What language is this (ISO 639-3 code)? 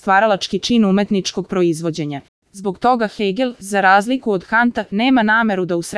srp